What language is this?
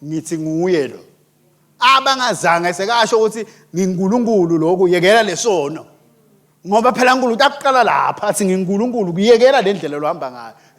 Swati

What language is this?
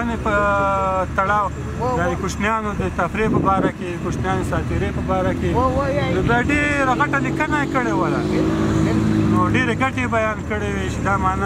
Pashto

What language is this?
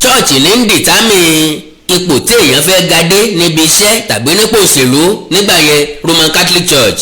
Yoruba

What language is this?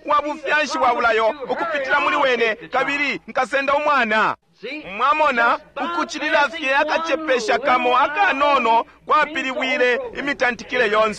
Bemba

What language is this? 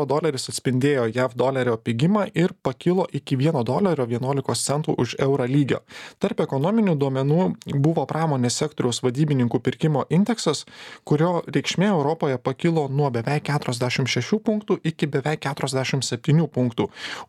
Lithuanian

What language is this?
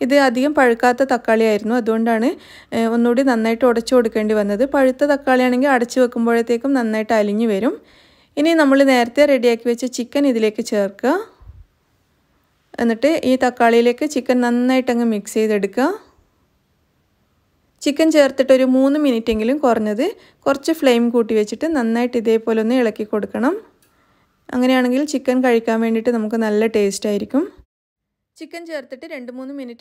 Malayalam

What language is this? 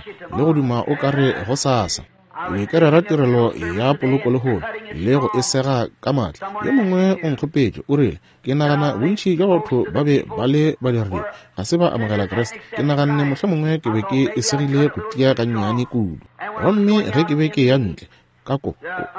Northern Sotho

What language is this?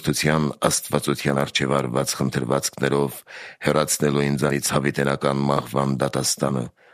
Armenian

